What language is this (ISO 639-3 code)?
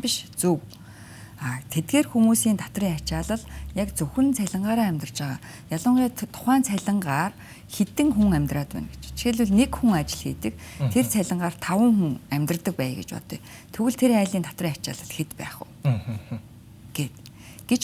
mon